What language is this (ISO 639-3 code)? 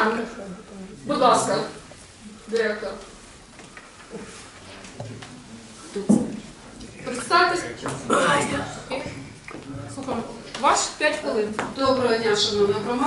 ukr